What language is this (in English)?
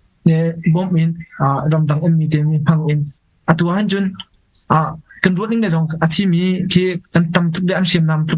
Hakha Chin